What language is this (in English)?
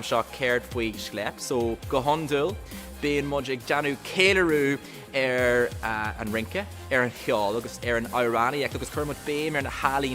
Irish